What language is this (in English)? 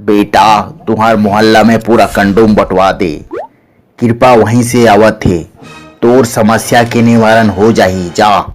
Chhattisgarhi